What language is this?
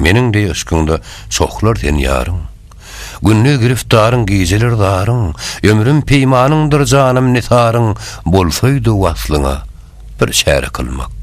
Turkmen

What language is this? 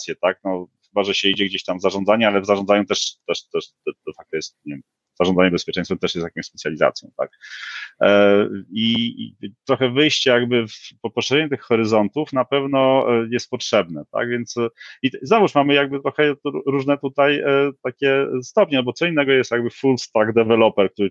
Polish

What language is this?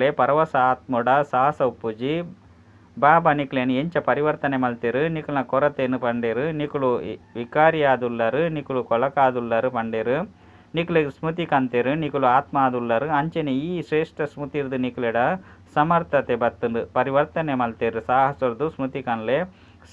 Tulu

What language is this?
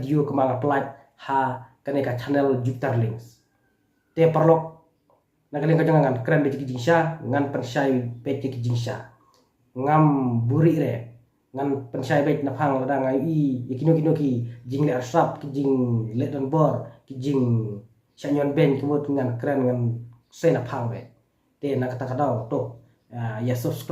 Khasi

